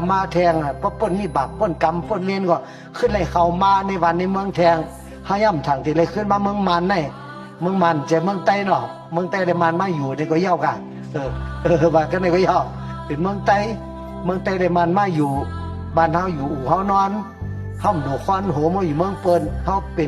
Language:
Shan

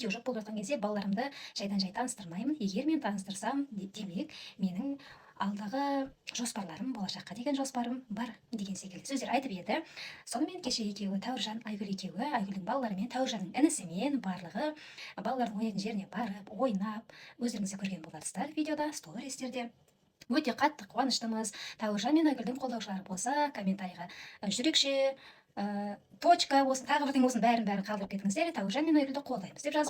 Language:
Kazakh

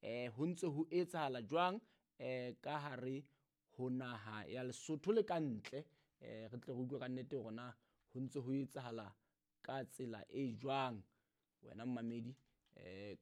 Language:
Southern Sotho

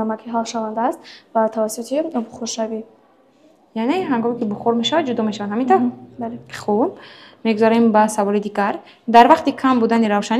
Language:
Tajik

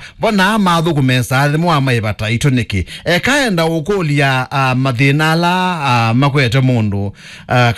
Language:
Kamba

